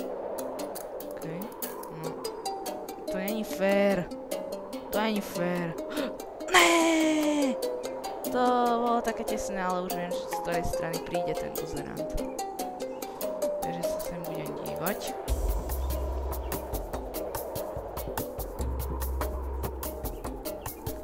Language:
Slovak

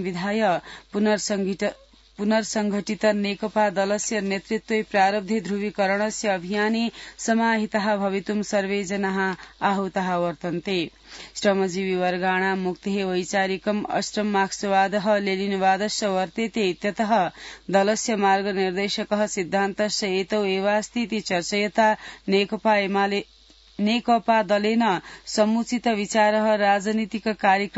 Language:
Sanskrit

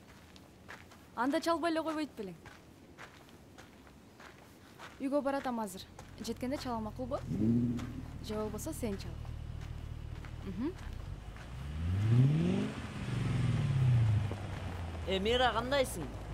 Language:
Kyrgyz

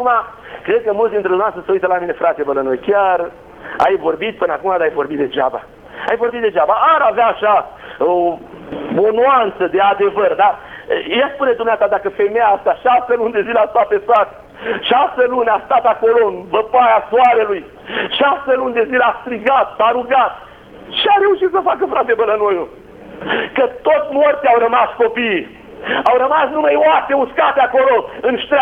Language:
Romanian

